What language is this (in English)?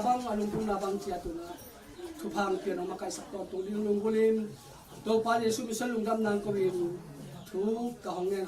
Tedim Chin